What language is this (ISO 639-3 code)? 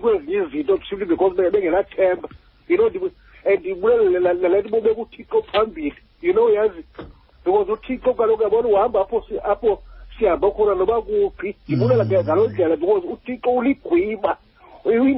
xho